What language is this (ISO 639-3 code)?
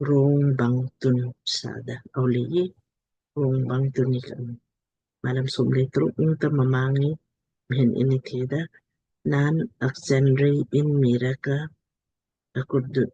lmk